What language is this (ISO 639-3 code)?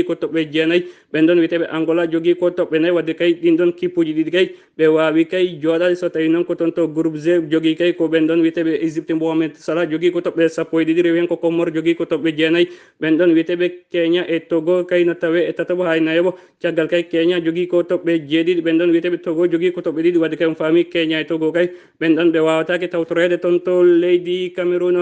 ful